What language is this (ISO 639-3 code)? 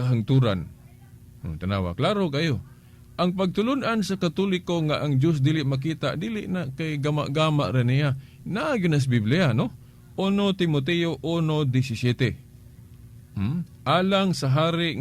ceb